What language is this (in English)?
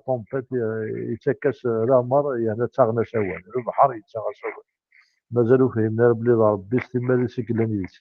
Kabyle